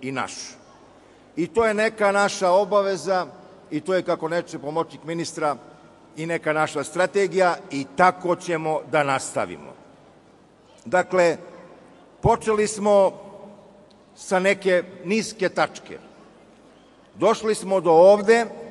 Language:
Serbian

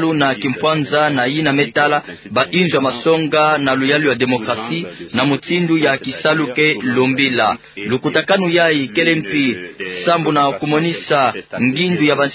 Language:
Kituba (Democratic Republic of Congo)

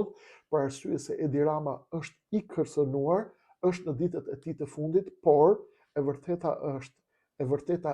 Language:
Albanian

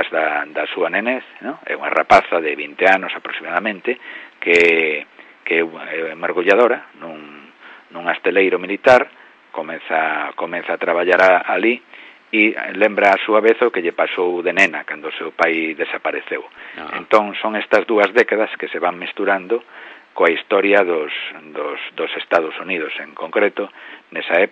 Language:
Galician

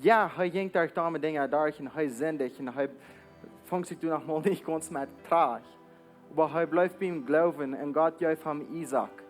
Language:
Plautdietsch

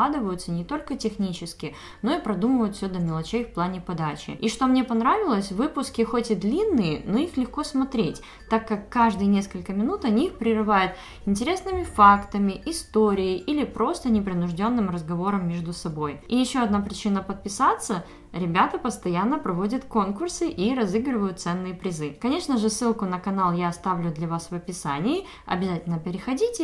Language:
Russian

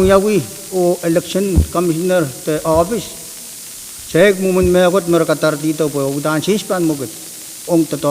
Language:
Pohnpeian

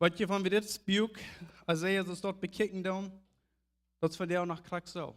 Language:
Plautdietsch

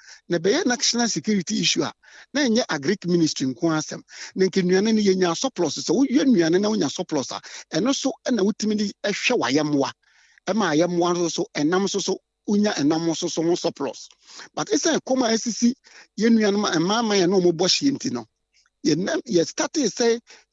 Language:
Akan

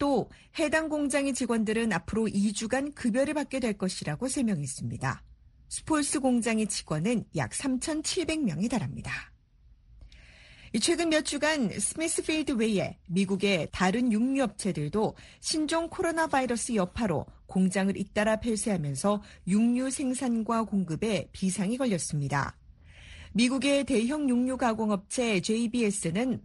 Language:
Korean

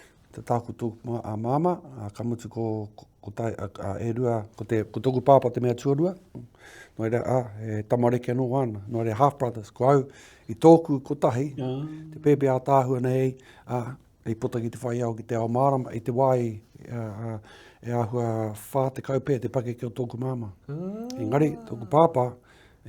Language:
Māori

